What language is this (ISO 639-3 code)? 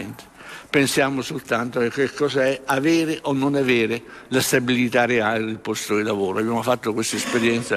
ita